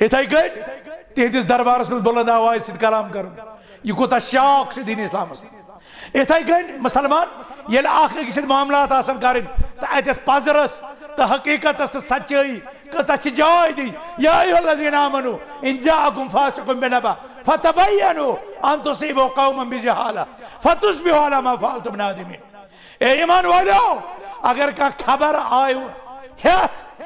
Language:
Kashmiri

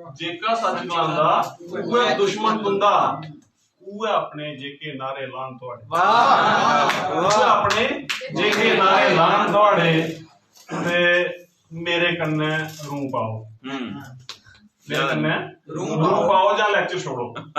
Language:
Dogri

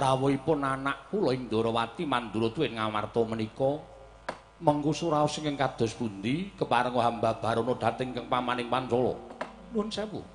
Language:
Javanese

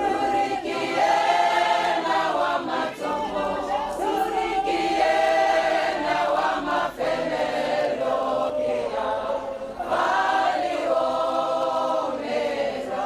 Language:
Tswana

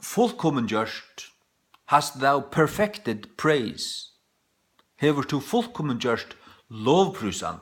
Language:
Faroese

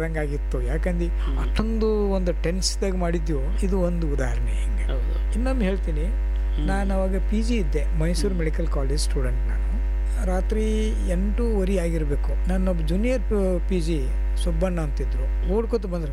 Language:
Kannada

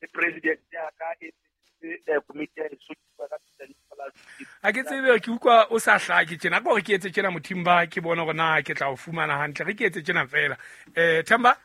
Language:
Southern Sotho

